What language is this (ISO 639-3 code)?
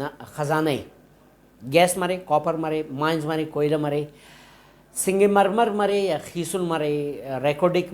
brh